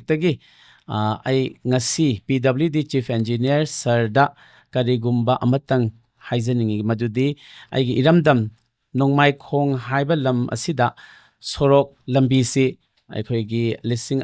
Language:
Manipuri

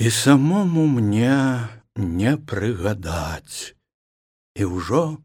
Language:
Belarusian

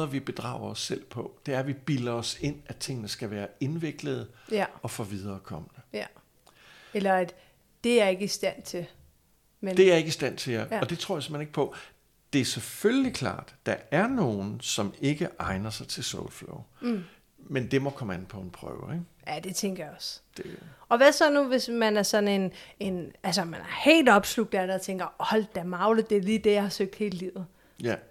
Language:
Danish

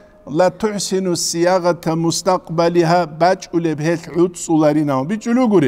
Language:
Avaric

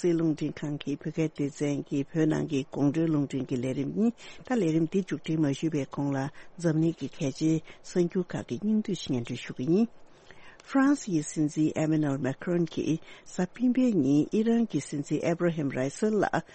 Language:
Tibetan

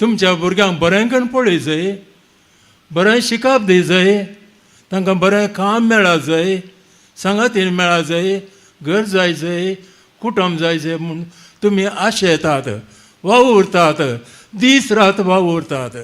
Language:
Konkani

